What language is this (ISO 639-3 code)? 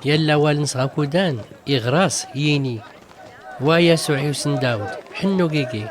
shi